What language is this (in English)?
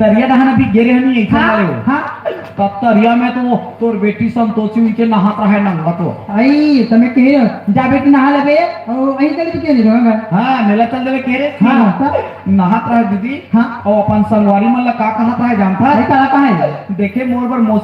Chhattisgarhi